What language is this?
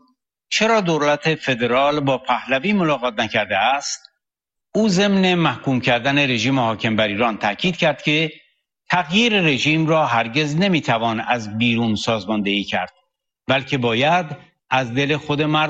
Persian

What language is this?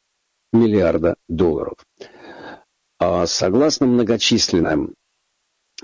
Russian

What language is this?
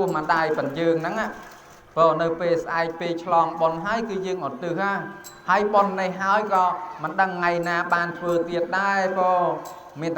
Khmer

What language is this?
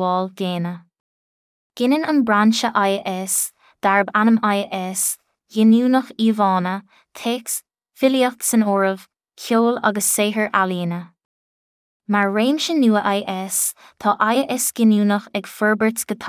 Irish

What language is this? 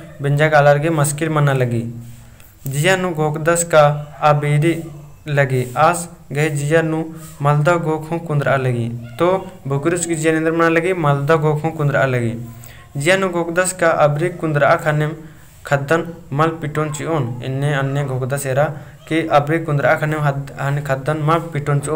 Kurukh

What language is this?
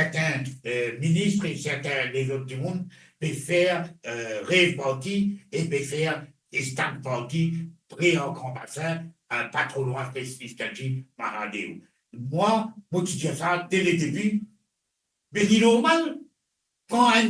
Morisyen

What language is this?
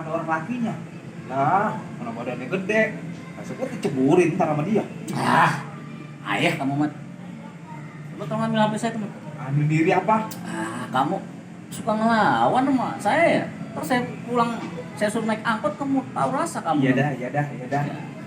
Betawi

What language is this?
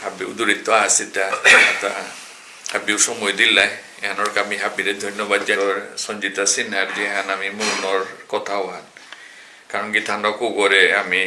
Bishnupriya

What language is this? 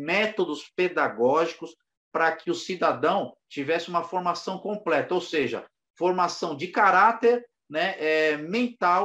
Portuguese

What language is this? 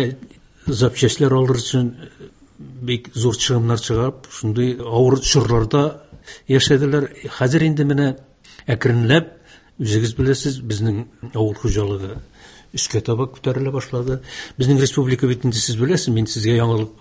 Tatar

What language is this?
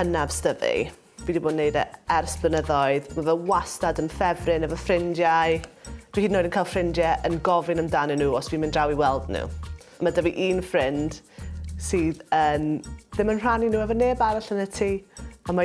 Welsh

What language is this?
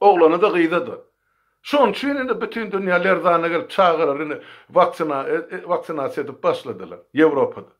Turkmen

